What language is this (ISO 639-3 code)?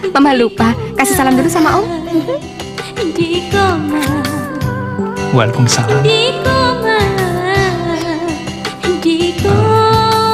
ind